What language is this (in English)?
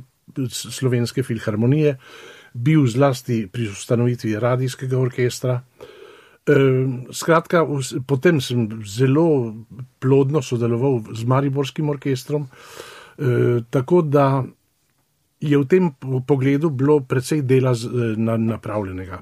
Slovenian